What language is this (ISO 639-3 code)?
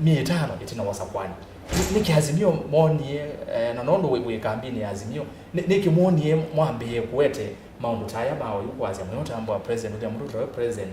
kam